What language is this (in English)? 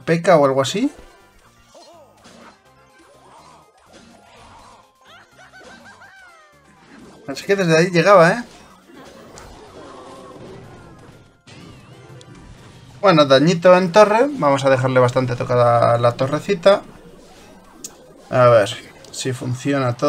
Spanish